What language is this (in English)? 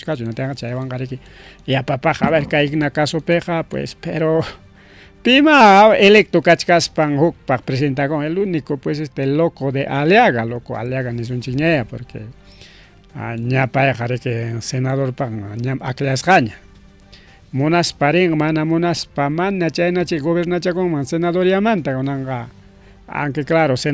Ayacucho Quechua